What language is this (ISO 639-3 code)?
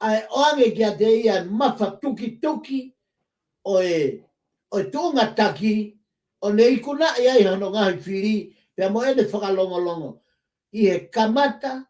ton